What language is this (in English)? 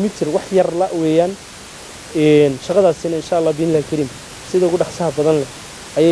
Somali